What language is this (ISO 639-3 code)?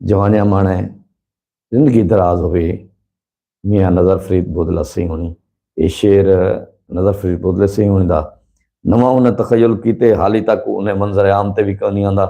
skr